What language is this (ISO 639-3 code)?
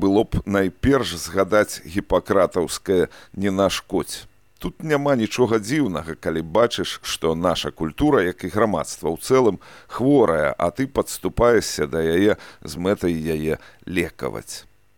bel